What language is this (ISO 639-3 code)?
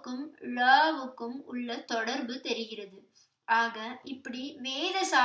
tam